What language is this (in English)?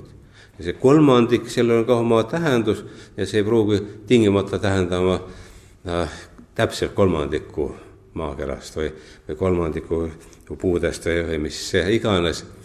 Estonian